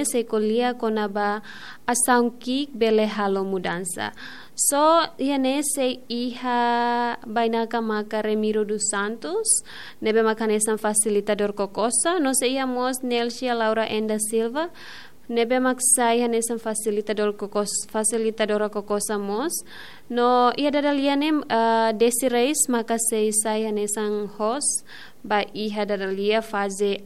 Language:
Tetum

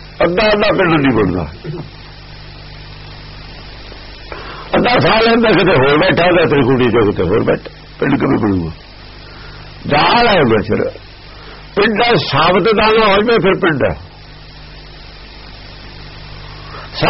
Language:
Punjabi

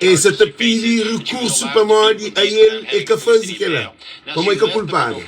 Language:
Kabuverdianu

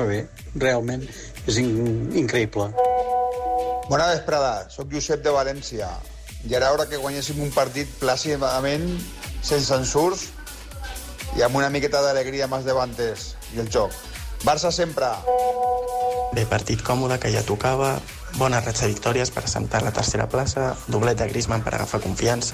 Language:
Catalan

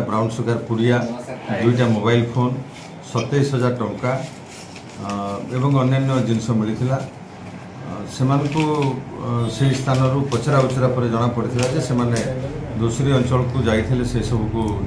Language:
Odia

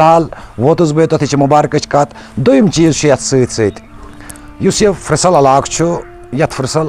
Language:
Kashmiri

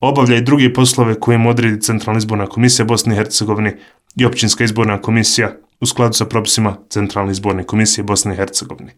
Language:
Bosnian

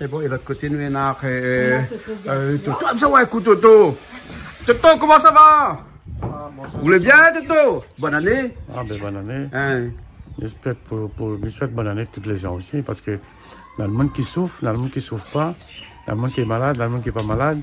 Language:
Réunion Creole French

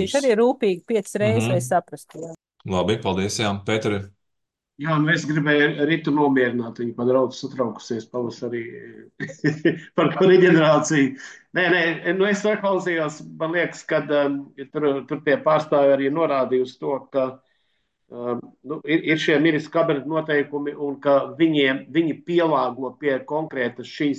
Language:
Latvian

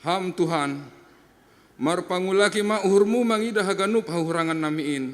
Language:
Batak Simalungun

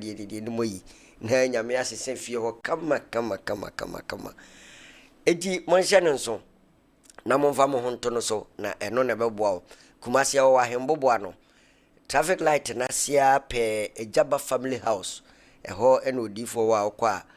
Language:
Akan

